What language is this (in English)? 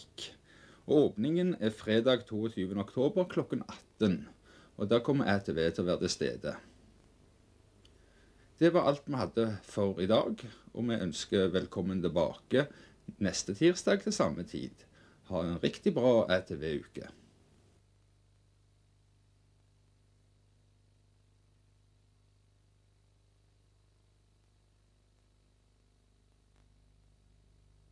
Norwegian